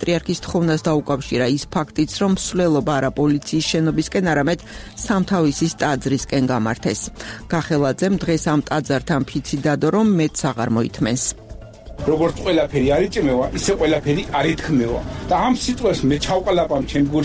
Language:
Georgian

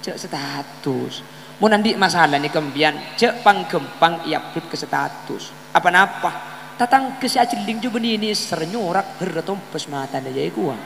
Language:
Madurese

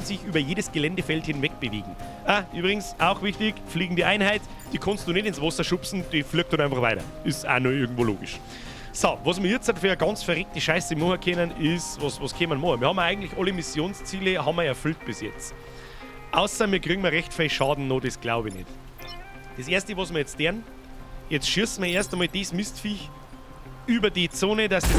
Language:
Bavarian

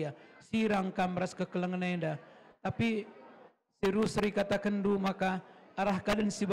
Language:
Batak Karo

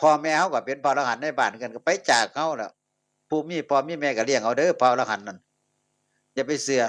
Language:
Northeastern Thai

